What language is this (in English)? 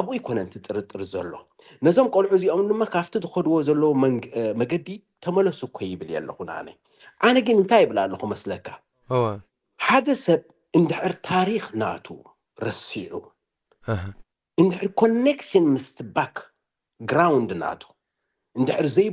Tigrinya